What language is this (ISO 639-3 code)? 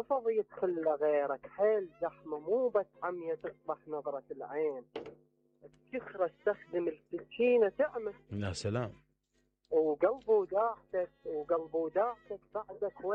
acm